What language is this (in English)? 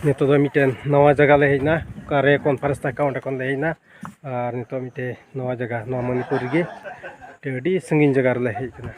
Santali